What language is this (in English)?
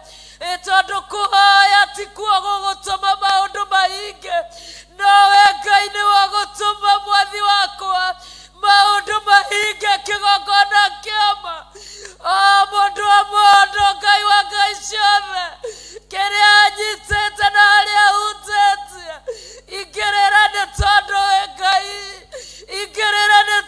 Kikuyu